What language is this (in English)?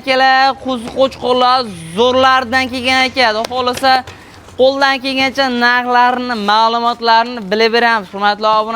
Uzbek